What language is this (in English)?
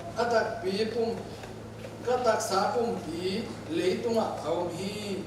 Tedim Chin